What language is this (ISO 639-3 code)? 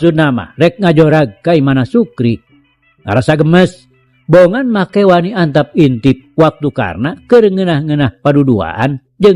sun